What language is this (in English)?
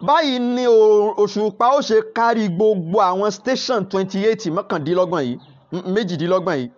Yoruba